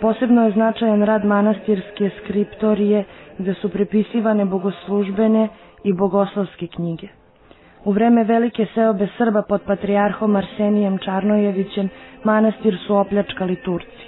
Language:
Serbian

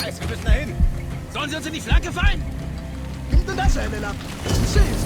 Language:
Bavarian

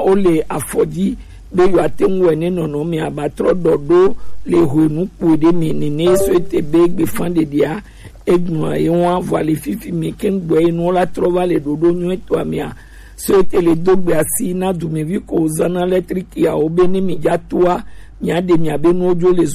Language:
Gen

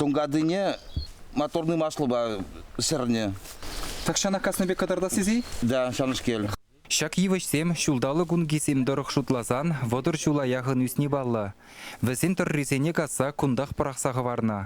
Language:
Chuvash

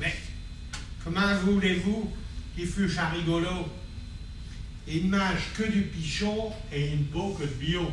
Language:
Picard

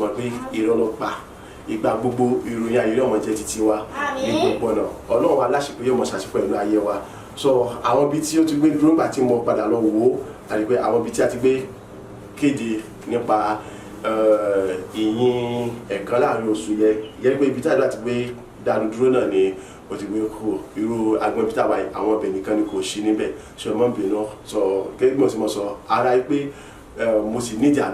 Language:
Yoruba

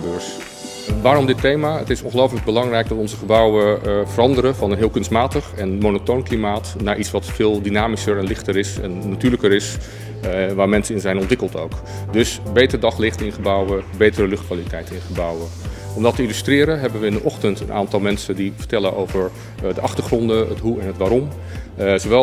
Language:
Dutch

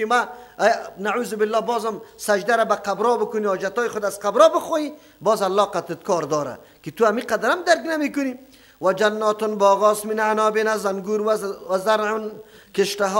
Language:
Persian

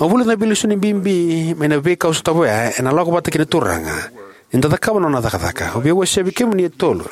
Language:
Fijian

